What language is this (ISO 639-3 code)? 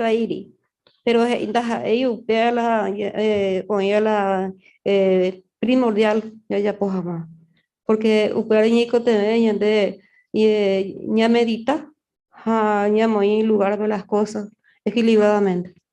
grn